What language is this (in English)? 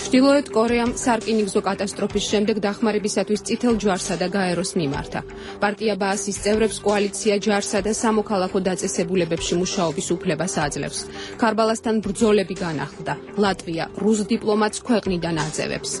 Georgian